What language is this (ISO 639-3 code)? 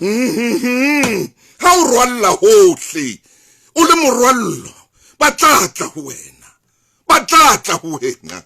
sot